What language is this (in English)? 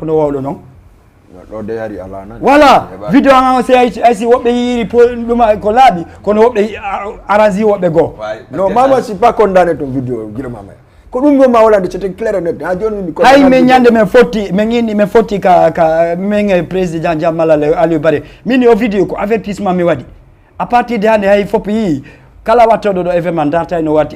Fula